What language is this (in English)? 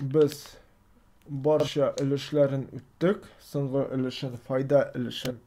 Tatar